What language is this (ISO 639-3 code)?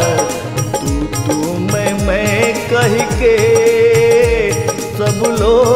bho